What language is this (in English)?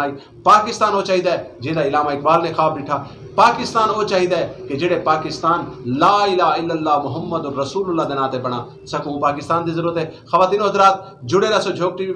Saraiki